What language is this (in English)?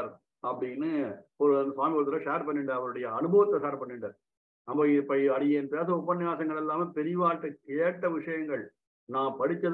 Tamil